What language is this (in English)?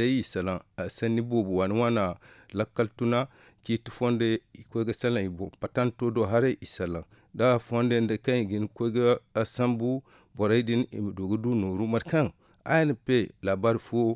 Zarma